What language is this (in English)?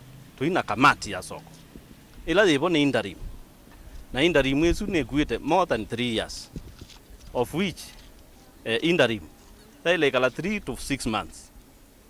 Kamba